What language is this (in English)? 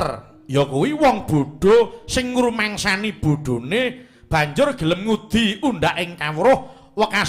Javanese